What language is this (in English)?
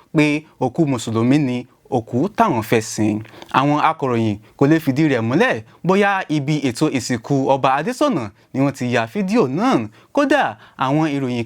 Yoruba